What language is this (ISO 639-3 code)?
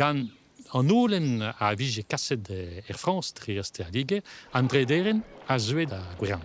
bre